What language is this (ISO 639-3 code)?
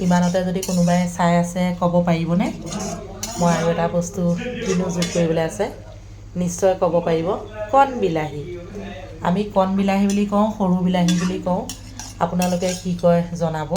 asm